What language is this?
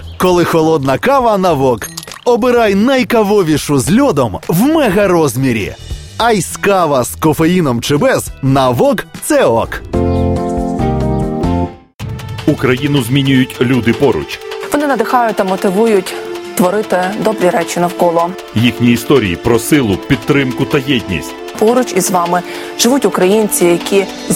Ukrainian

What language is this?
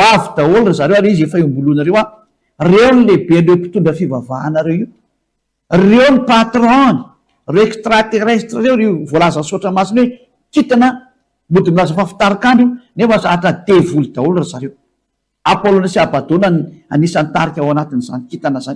Malagasy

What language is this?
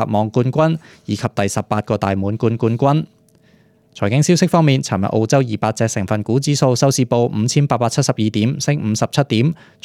Cantonese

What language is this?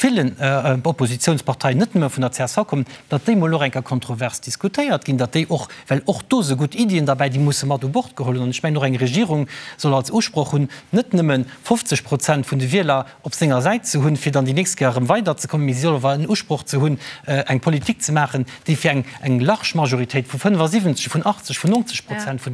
Luxembourgish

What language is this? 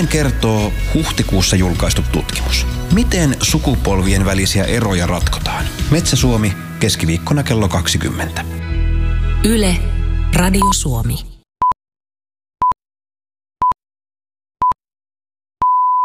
Finnish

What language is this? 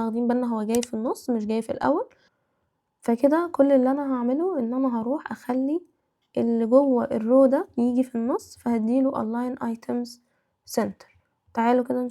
Egyptian Arabic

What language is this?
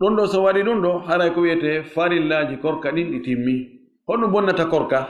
Fula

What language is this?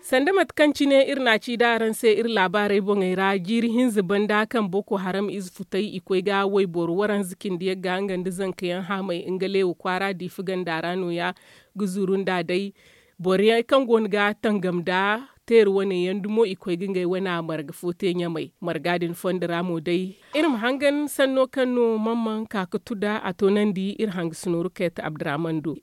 Zarma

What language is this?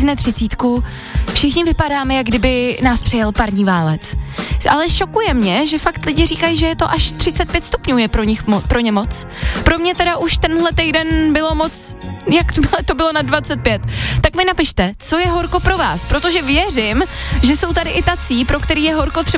Czech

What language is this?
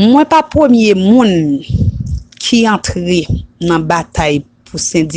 Haitian Creole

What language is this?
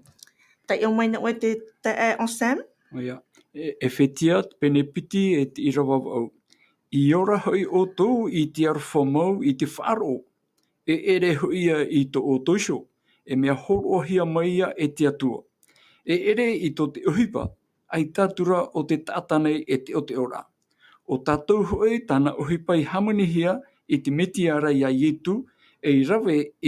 Tahitian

